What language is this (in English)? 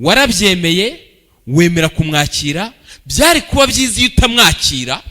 Kinyarwanda